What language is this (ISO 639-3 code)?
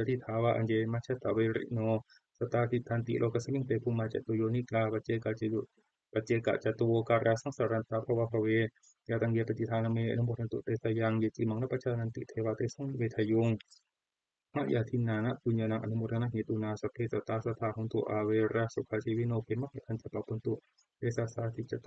pli